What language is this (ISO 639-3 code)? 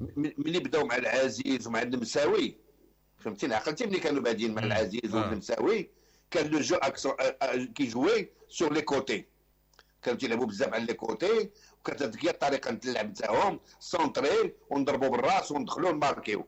ary